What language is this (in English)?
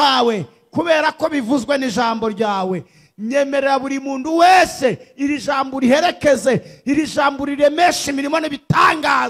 Kinyarwanda